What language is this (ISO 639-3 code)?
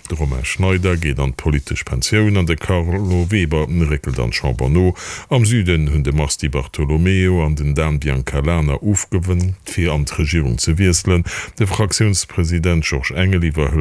ltz